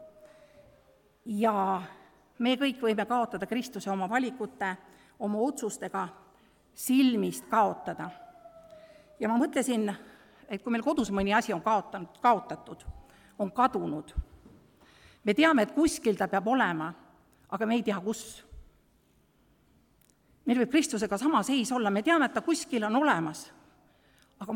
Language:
Estonian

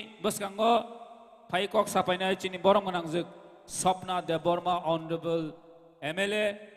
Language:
Kok Borok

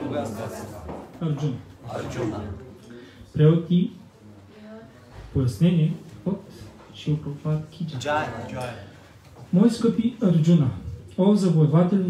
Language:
Bulgarian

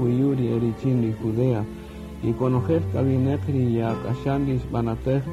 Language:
Kaqchikel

